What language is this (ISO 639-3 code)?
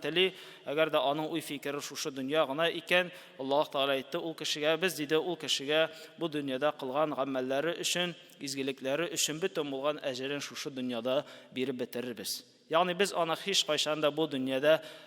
tat